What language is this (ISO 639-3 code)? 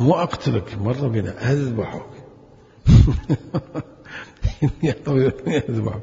acm